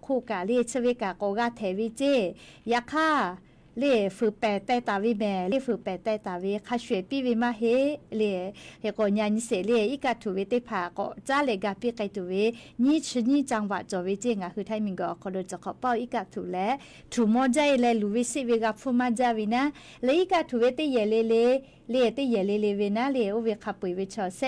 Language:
Lahu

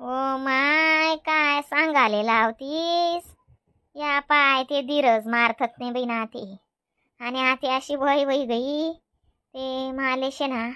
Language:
Khandesi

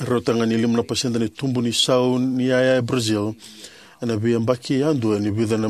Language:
Fijian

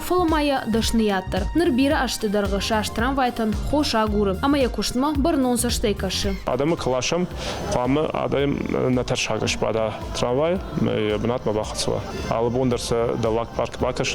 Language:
Ossetic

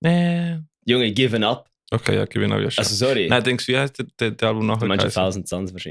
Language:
Swiss German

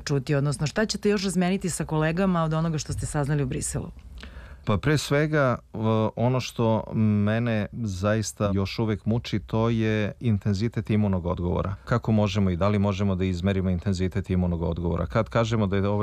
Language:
Serbian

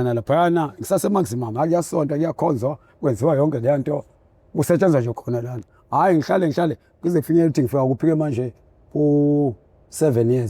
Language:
Zulu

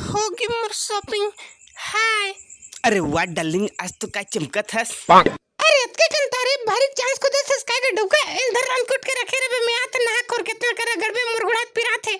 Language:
Chhattisgarhi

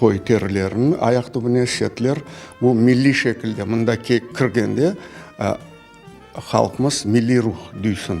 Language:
Crimean Tatar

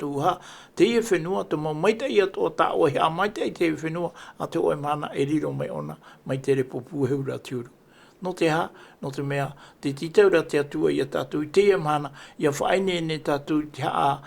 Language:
Tahitian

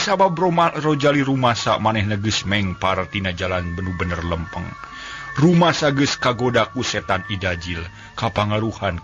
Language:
Sundanese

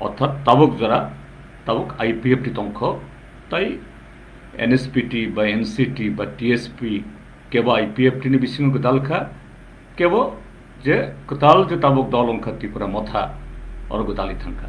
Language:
Kok Borok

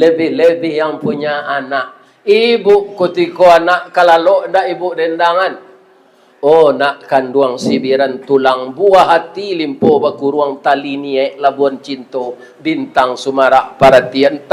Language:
Minangkabau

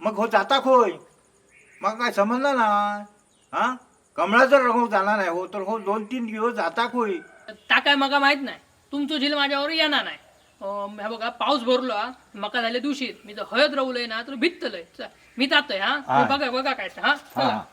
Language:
Konkani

